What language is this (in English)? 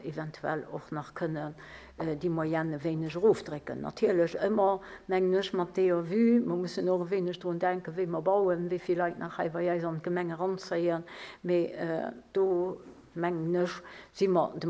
Luxembourgish